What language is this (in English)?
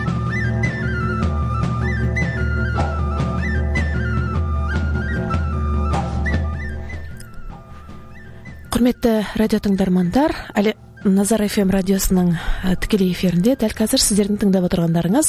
Kazakh